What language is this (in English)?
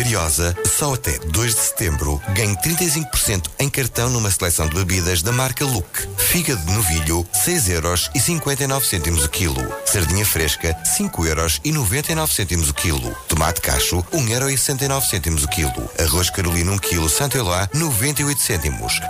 Portuguese